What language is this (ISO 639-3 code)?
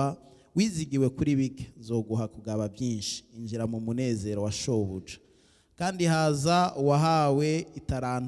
run